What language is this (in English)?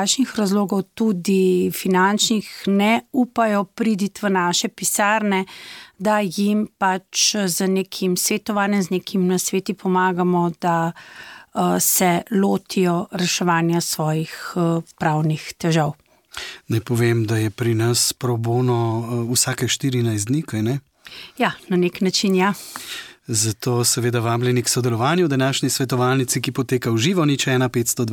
Slovenian